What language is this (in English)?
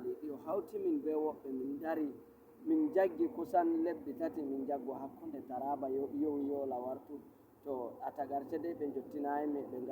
Fula